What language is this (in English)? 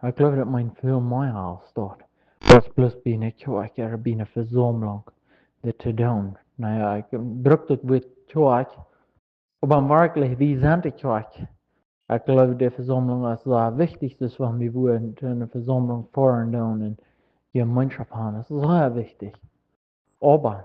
Plautdietsch